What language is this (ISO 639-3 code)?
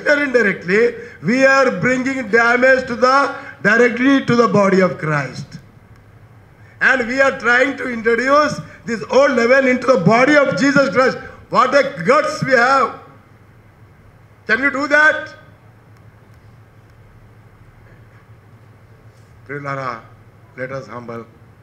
tel